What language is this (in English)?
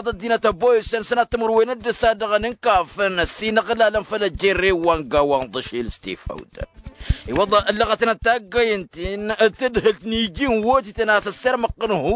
Tamasheq